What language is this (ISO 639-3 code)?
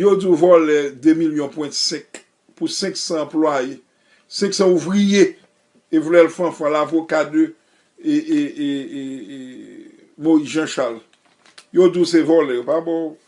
hat